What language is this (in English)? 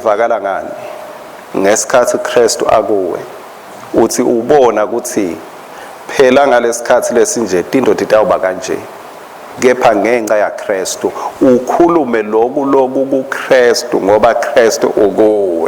Swati